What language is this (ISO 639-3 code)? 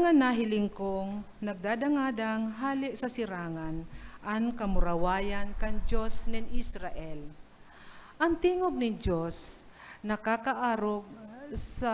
bik